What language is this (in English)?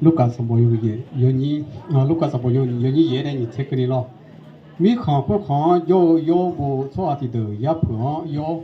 Akha